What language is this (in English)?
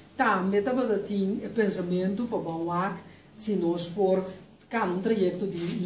Papiamento